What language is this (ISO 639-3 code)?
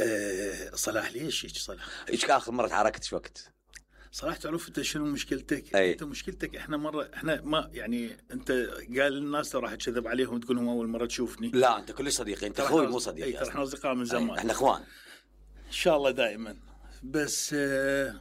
acm